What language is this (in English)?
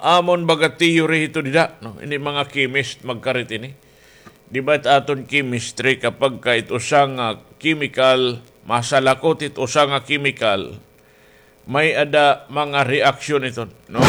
Waray